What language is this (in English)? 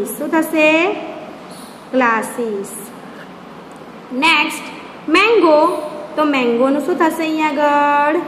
Gujarati